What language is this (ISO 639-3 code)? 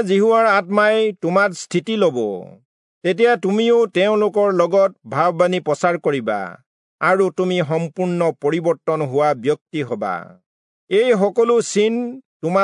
asm